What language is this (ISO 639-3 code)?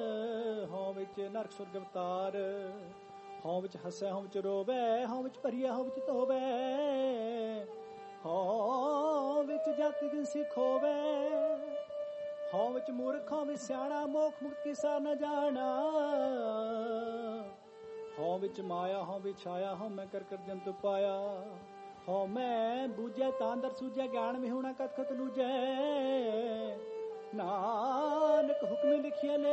pan